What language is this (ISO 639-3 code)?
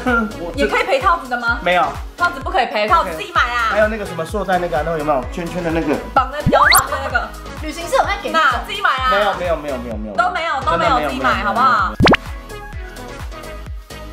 zho